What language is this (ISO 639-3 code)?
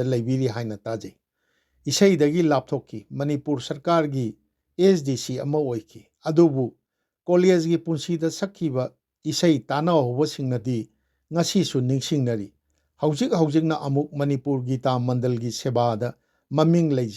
mni